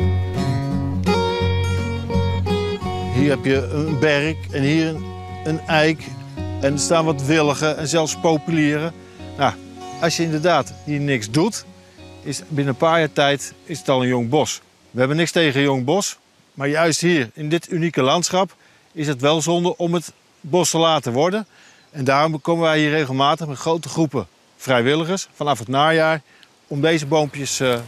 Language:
Dutch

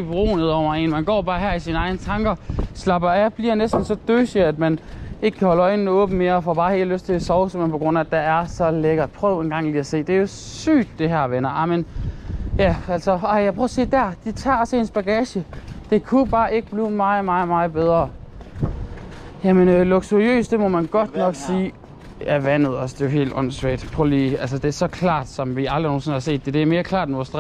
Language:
Danish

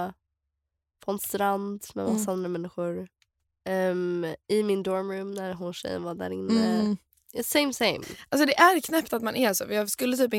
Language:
Swedish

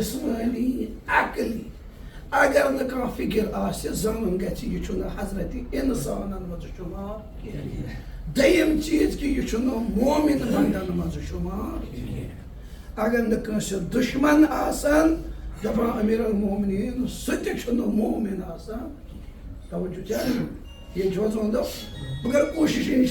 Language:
Kashmiri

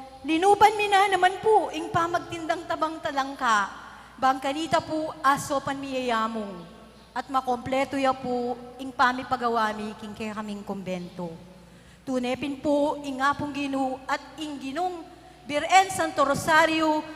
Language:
Pampanga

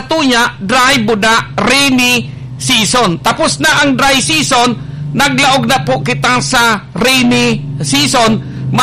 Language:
Bikol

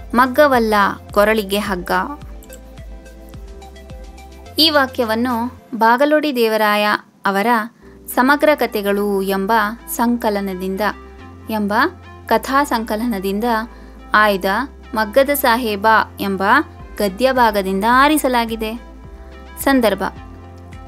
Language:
Kannada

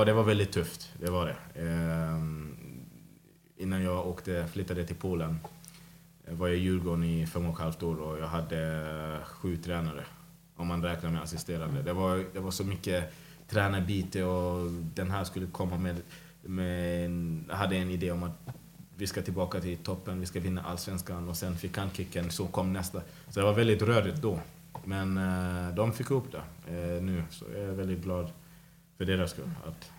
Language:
Swedish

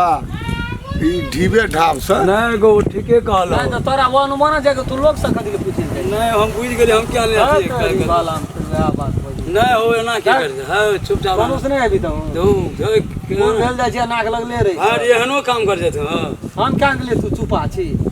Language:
Maithili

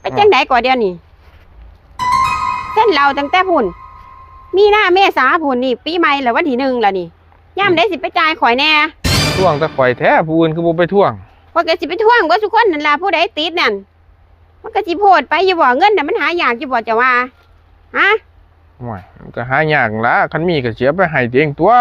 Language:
Northeastern Thai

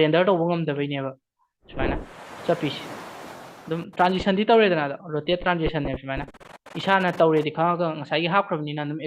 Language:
Manipuri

